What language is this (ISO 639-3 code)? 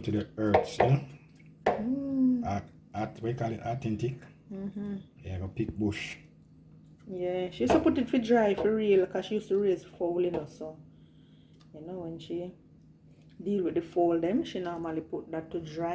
jam